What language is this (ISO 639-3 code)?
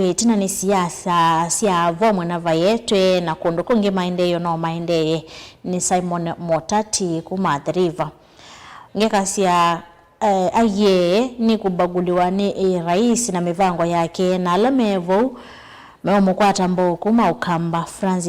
kam